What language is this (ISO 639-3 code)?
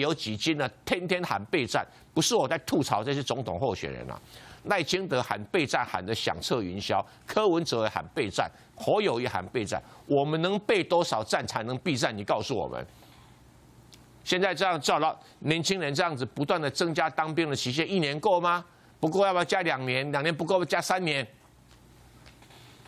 zho